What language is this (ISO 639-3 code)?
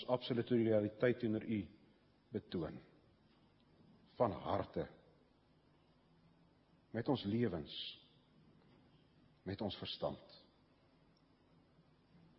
afr